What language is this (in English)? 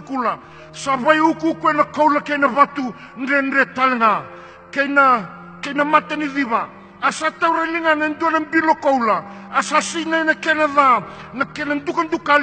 Fijian